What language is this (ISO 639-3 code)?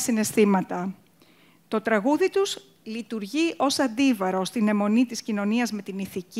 ell